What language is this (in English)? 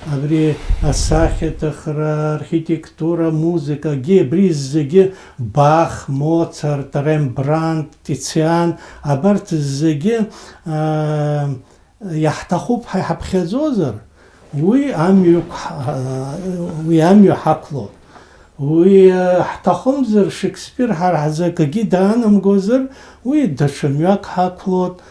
Abkhazian